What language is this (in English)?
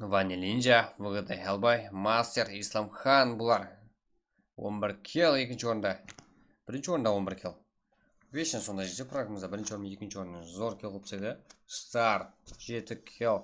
Kara-Kalpak